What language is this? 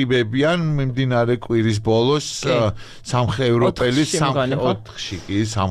Georgian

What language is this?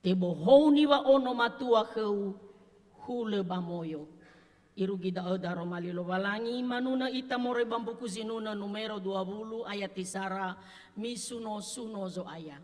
Nias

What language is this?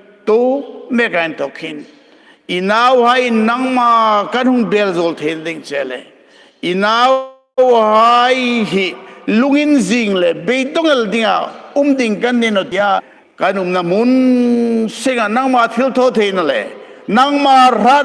Hmar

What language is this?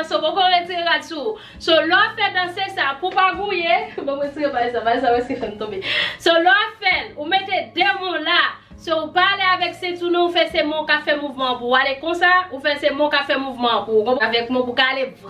Haitian Creole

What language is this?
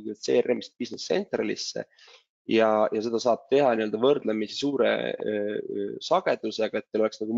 Estonian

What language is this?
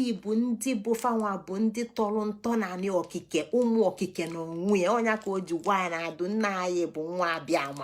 Igbo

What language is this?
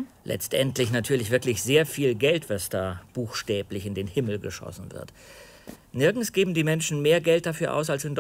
German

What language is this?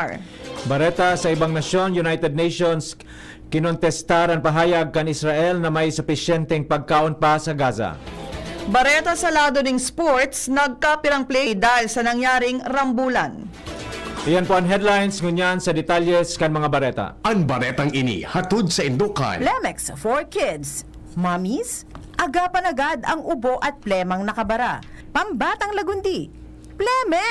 Bikol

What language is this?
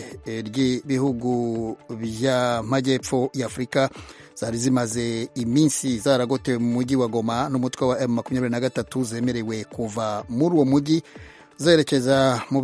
Kinyarwanda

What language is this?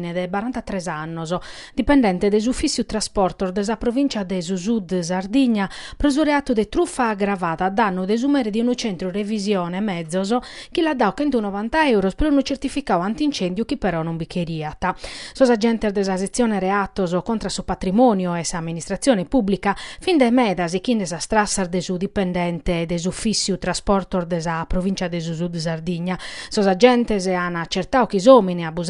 Sardinian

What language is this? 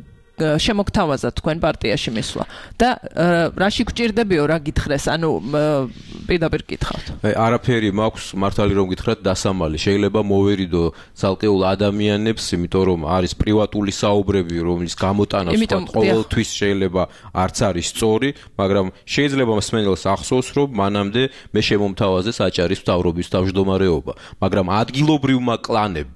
Georgian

